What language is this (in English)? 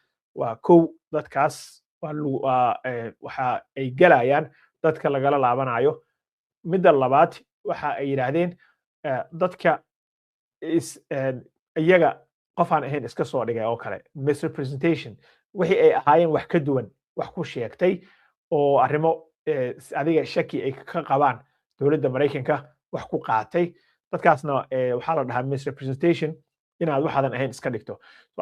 Somali